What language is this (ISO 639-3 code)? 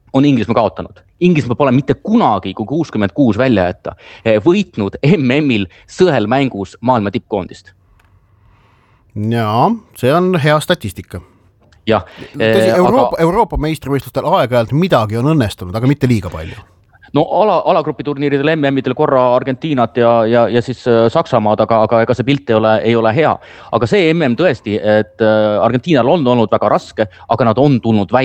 est